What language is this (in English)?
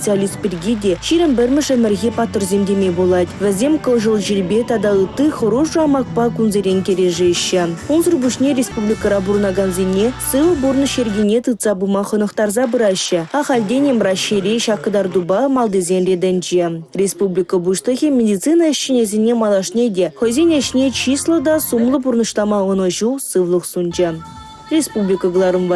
Chuvash